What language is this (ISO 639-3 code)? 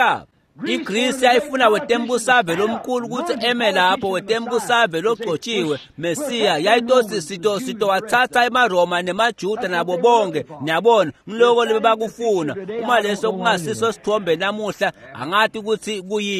ssw